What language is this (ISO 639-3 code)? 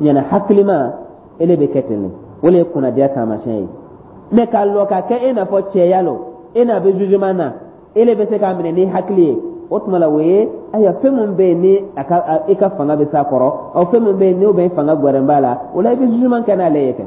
dyu